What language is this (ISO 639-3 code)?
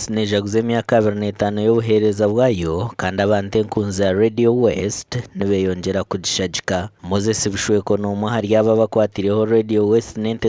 nyn